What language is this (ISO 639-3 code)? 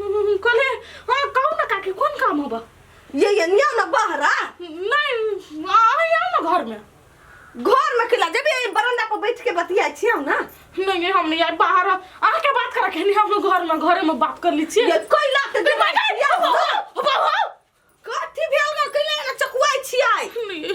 mai